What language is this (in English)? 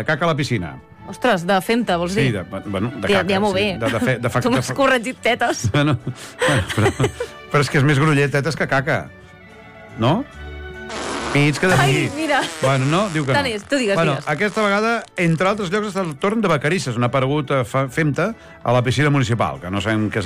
Catalan